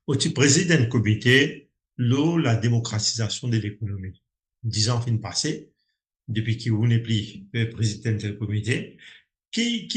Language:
Morisyen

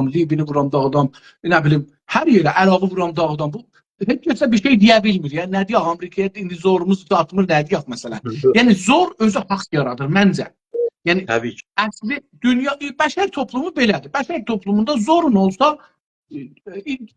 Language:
South Azerbaijani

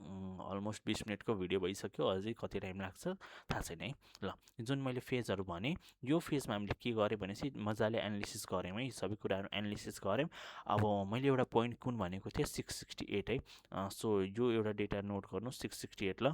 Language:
Nepali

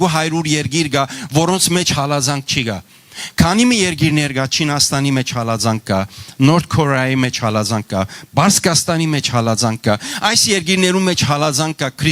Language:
Western Armenian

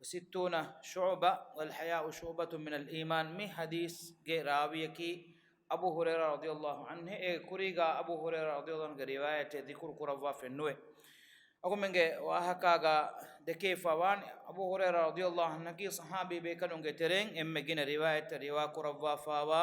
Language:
Divehi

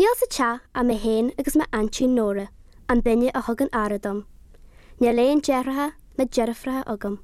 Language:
Irish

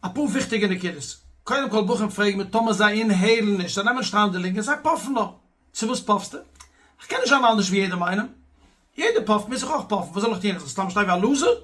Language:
Yiddish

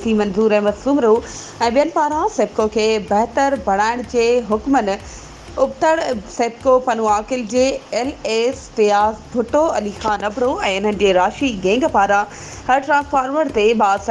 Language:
Sindhi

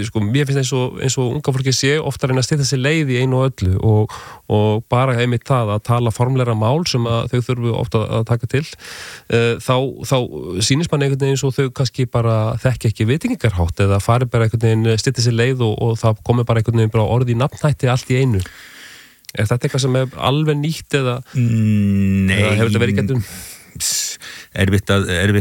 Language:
Icelandic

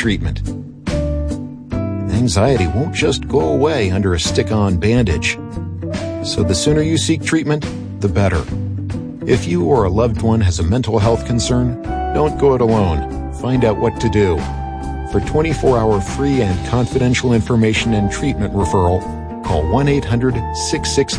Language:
English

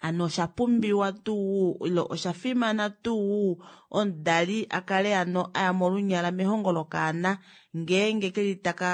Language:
Kuanyama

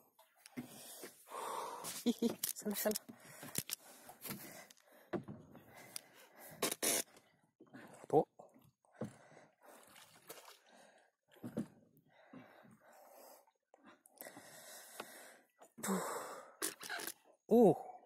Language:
Malay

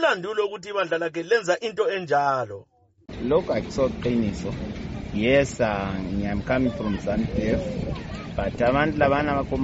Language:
North Ndebele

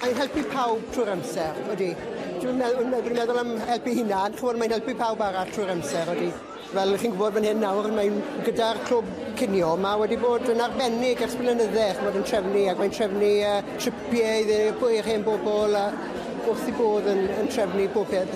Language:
Welsh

